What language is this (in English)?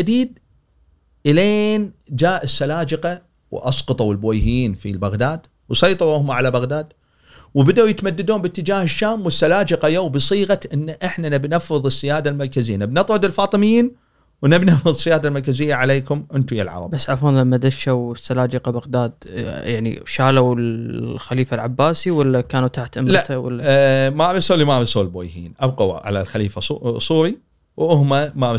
Gulf Arabic